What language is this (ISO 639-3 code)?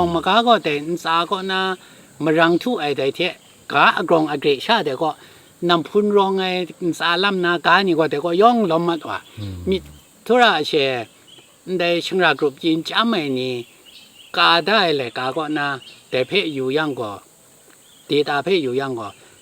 kac